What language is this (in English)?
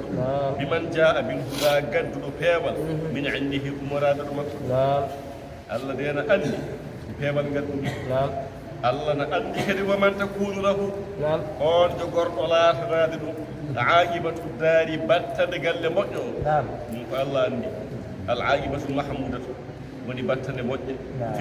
Fula